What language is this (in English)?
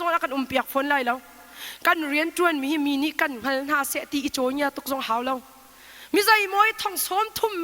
Hakha Chin